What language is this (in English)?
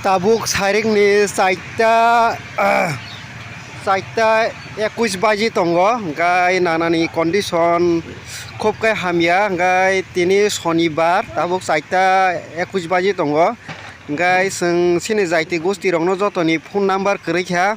Kok Borok